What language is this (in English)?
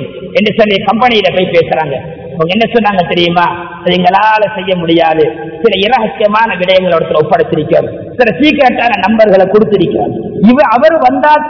Tamil